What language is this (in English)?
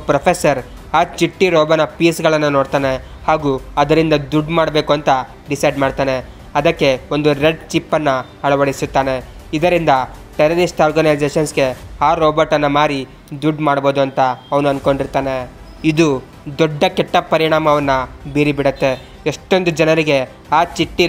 Kannada